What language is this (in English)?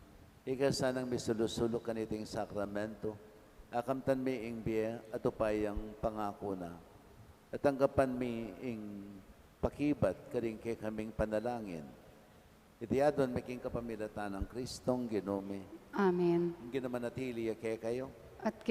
Pampanga